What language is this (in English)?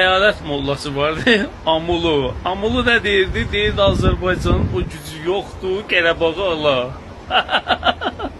Azerbaijani